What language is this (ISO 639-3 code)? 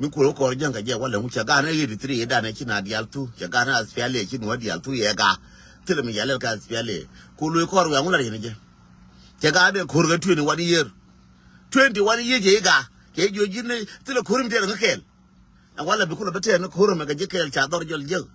nus